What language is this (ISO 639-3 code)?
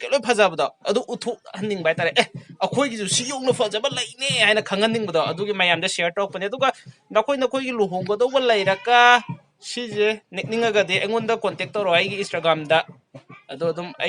mni